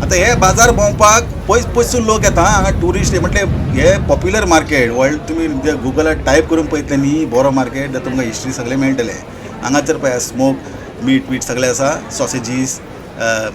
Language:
Konkani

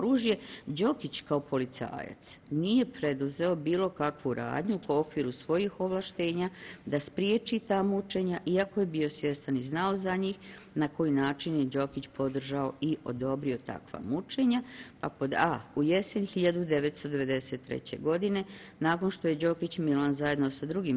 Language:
Bosnian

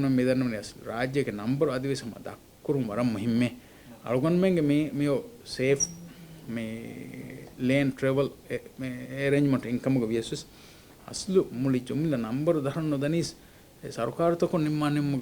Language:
Divehi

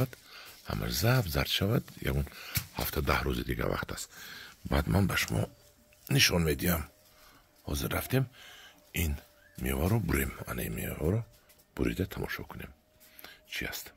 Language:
Tajik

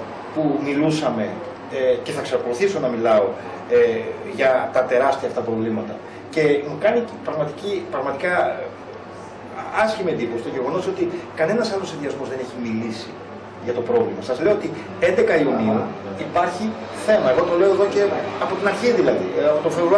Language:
Greek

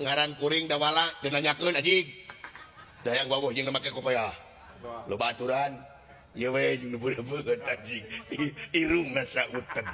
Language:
Sundanese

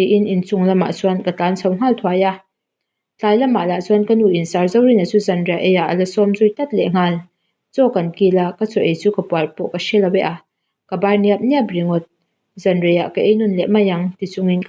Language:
Mizo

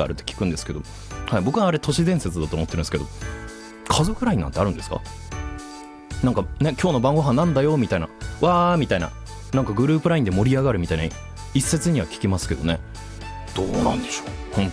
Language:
Japanese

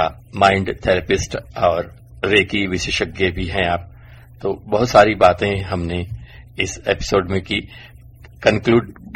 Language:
Hindi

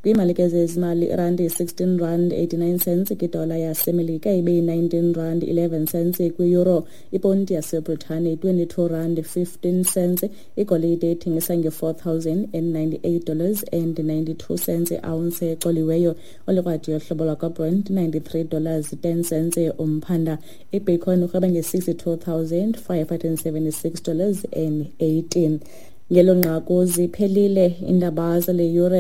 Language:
Xhosa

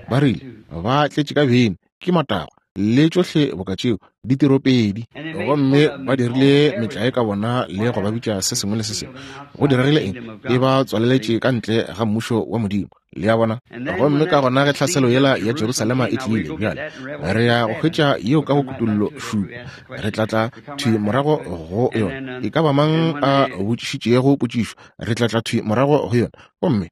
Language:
Northern Sotho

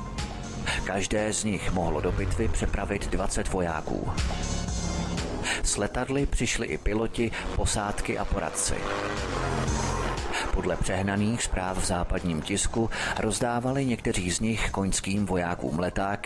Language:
Czech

